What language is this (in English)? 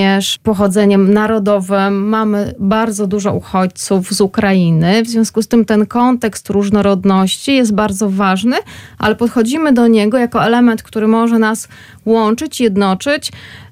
Polish